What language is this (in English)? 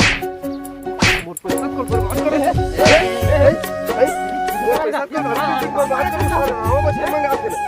Chhattisgarhi